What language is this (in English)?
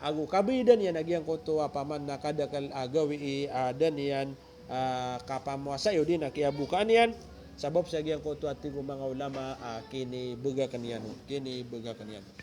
Maranao